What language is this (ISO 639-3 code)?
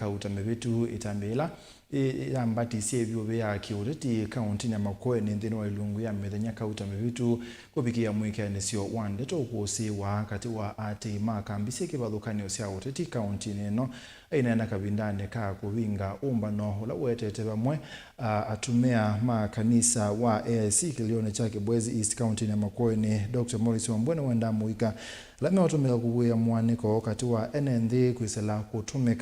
kam